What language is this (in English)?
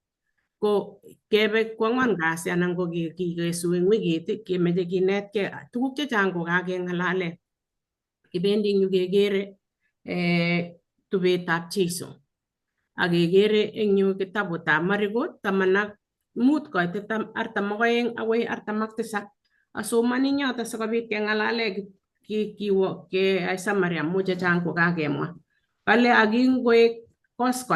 Kalenjin